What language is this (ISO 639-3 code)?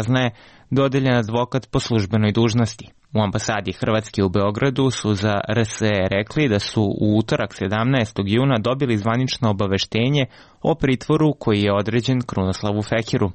srp